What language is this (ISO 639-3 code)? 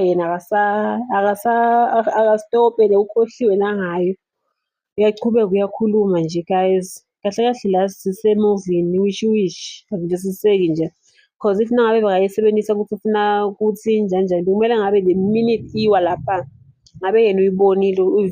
zul